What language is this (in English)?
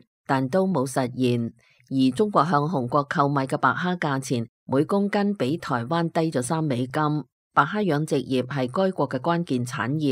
Cantonese